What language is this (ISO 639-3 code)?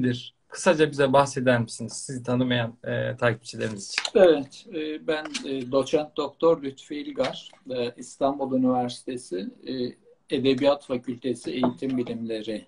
tur